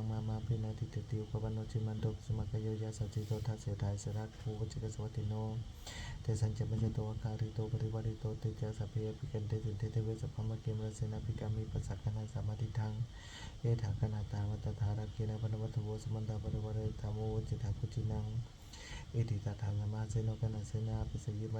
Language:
Pali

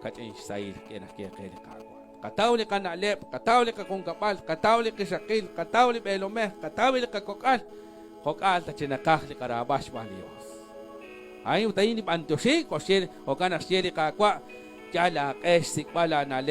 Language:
Kekchí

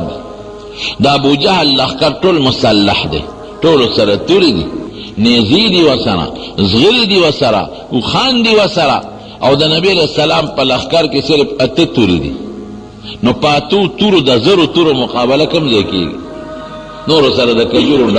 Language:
Pashto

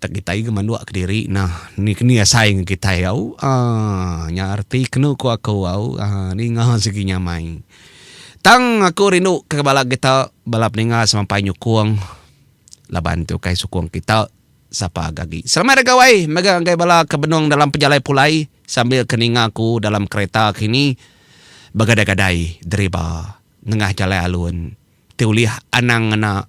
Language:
Iban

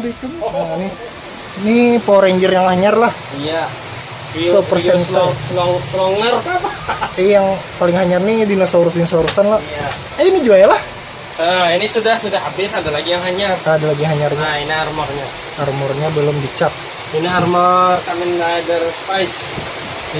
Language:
Banjar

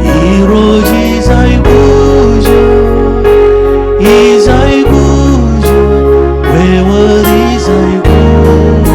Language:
Marshallese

